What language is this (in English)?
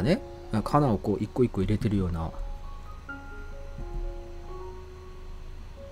Japanese